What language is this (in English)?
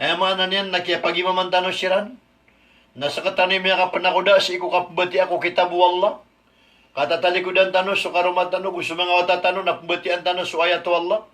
Maranao